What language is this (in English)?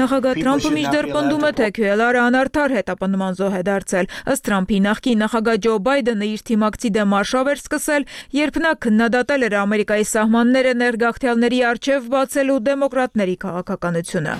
Armenian